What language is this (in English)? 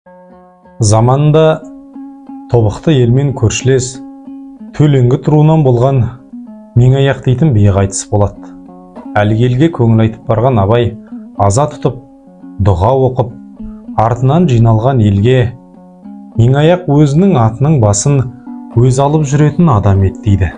Kazakh